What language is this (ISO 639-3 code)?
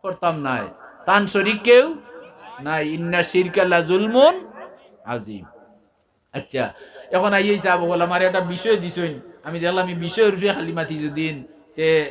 syl